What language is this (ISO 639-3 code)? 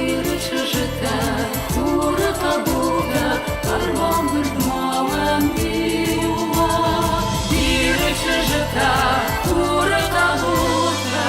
oss